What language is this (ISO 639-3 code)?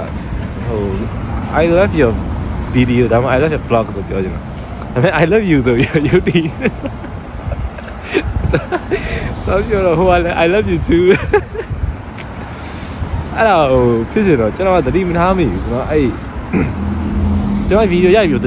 mya